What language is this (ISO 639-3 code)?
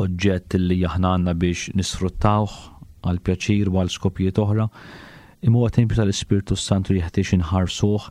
mlt